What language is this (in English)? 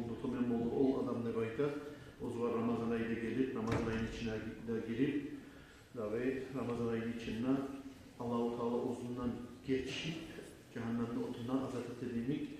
Kumyk